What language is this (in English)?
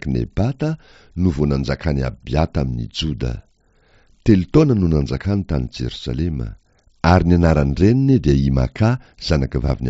Malagasy